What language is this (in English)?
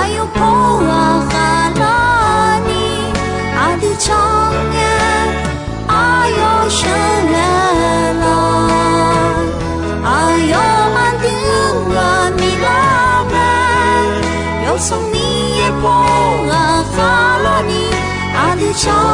Akha